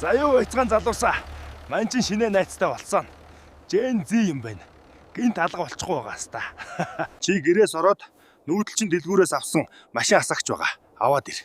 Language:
Mongolian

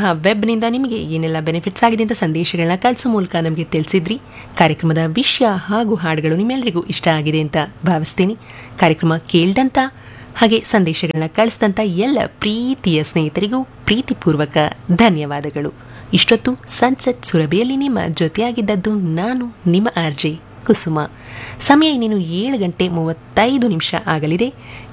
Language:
Kannada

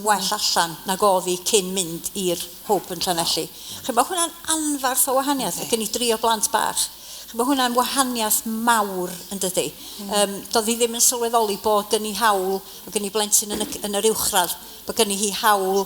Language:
Welsh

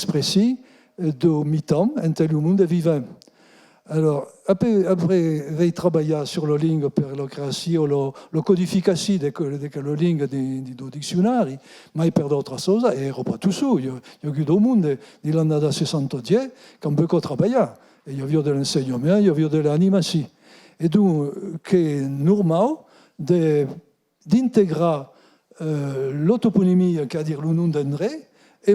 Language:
Occitan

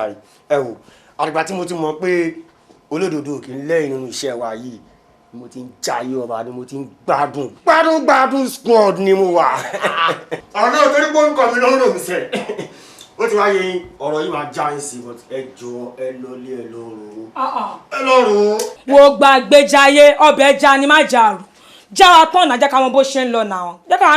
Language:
Yoruba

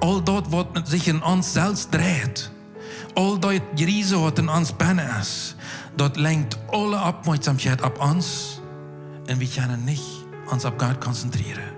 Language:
Plautdietsch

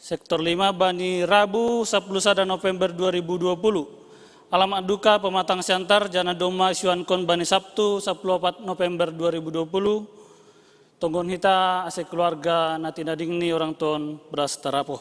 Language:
Batak Simalungun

